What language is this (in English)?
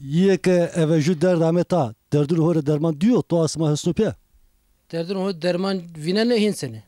Zaza